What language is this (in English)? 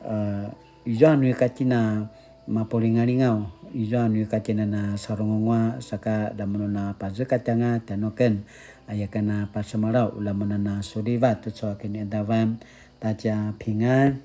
Paiwan